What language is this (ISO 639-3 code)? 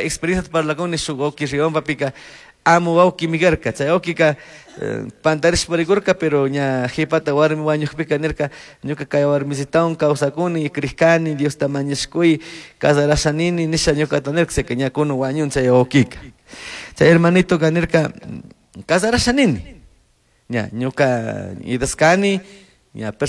qug